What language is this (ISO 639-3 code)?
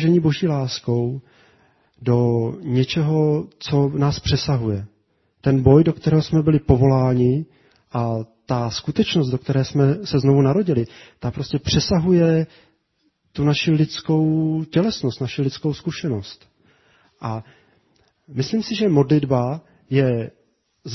ces